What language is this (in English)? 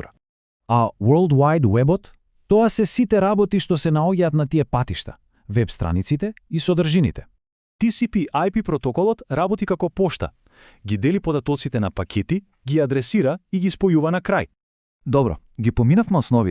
Macedonian